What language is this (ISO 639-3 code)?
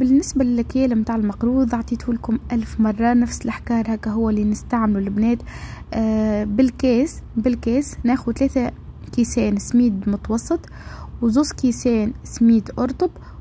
aeb